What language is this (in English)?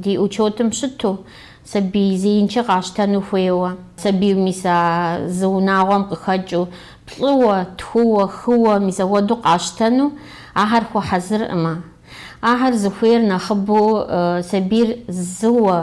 Kabardian